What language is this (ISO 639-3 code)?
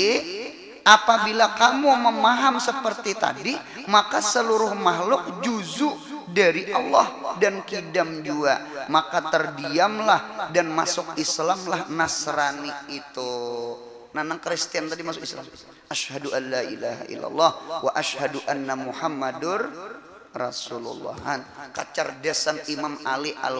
bjn